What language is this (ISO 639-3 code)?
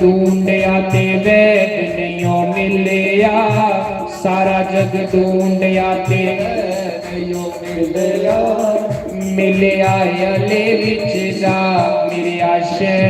doi